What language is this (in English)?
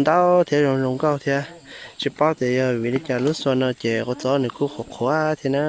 Hmong